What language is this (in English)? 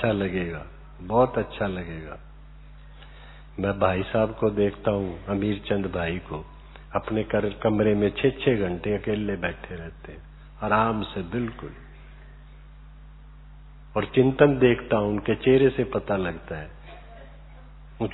Hindi